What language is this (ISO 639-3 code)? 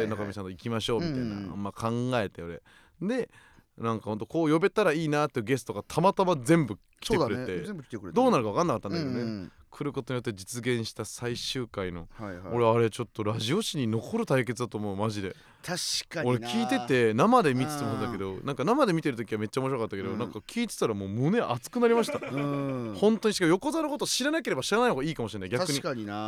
jpn